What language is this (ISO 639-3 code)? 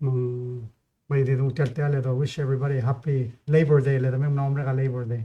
pau